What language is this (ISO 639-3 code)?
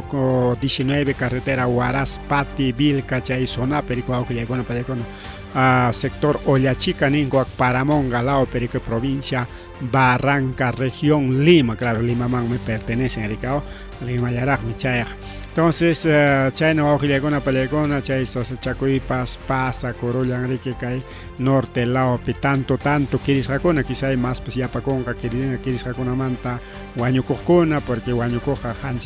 quy